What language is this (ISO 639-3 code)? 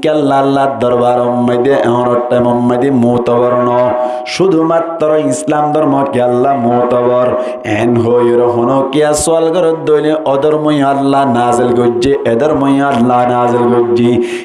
rhg